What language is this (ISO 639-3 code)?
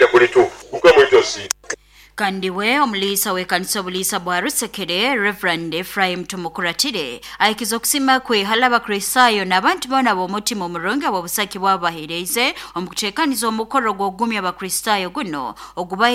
nyo